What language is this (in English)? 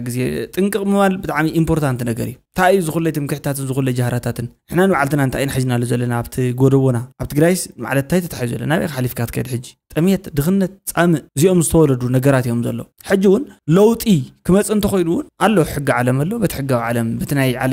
Tigrinya